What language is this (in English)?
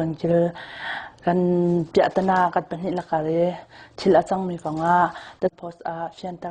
Hakha Chin